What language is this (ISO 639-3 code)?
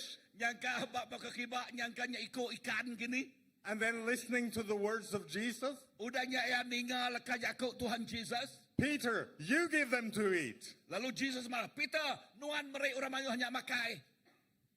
iba